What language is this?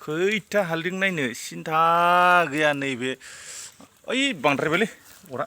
Bodo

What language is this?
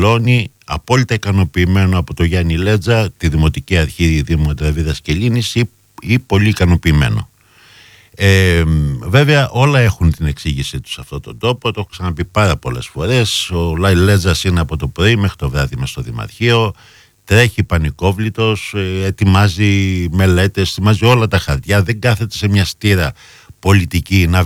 Greek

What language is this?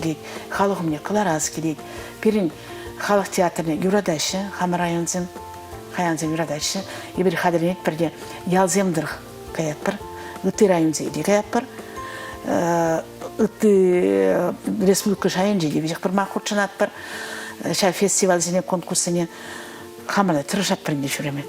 Chuvash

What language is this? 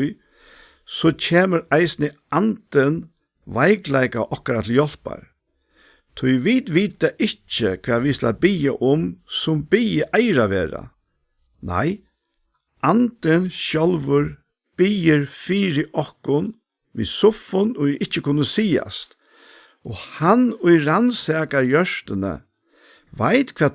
Faroese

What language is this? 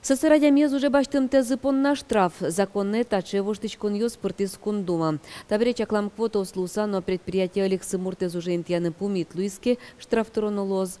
Udmurt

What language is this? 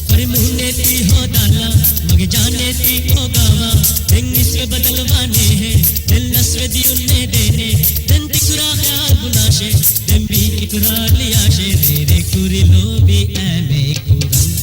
Divehi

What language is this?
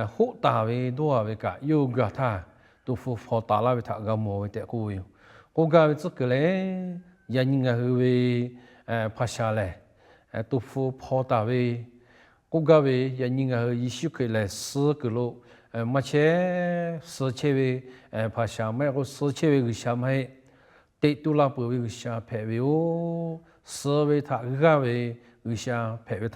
Lahu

